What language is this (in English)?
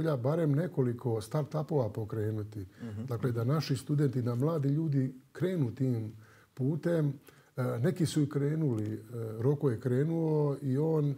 Croatian